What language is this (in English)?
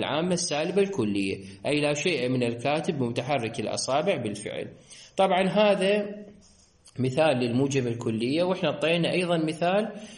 Mesopotamian Arabic